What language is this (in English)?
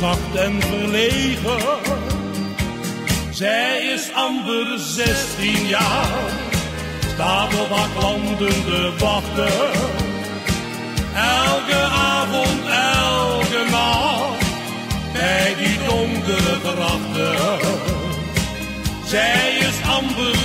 Dutch